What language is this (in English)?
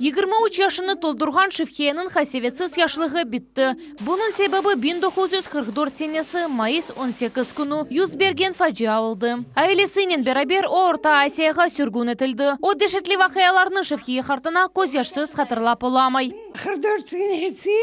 Crimean Tatar